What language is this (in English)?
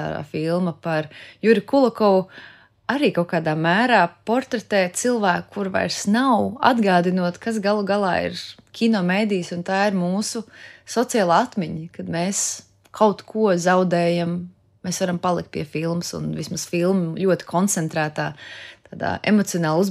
Latvian